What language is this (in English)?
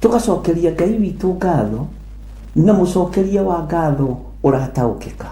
Kikuyu